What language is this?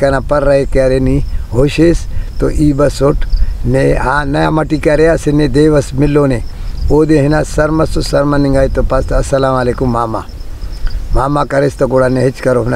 Brahui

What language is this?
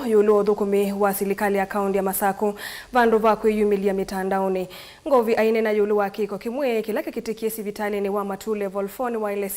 Kamba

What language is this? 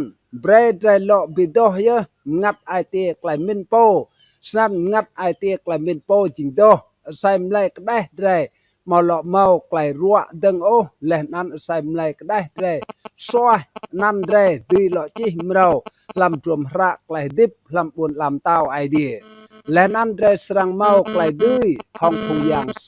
Rade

